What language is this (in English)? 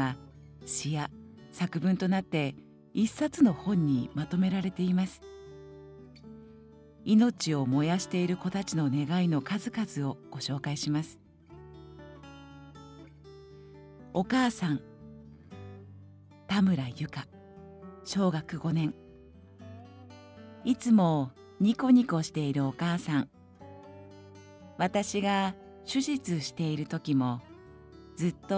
Japanese